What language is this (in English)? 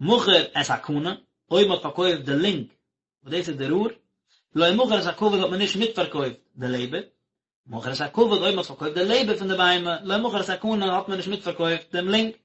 Yiddish